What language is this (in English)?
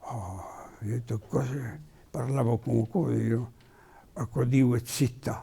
Occitan